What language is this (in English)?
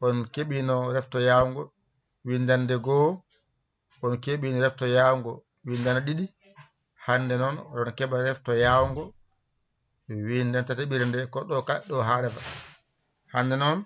Fula